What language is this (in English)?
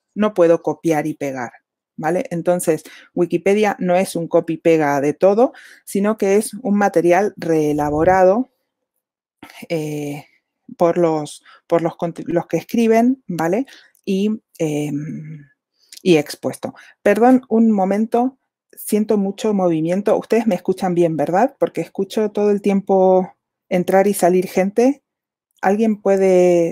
Spanish